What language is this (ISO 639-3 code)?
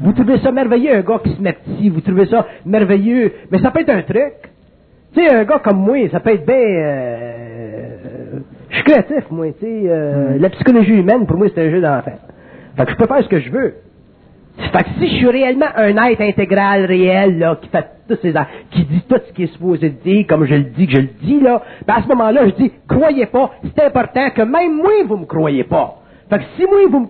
fra